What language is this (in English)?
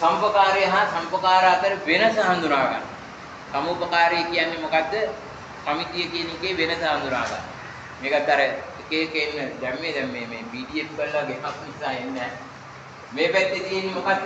Sinhala